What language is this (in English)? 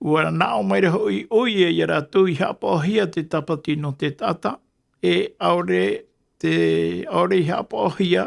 Tahitian